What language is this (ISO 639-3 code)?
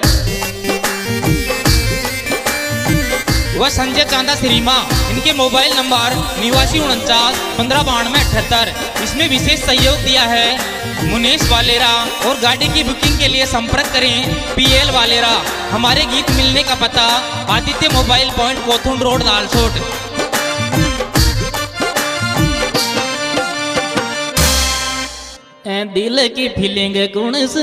hin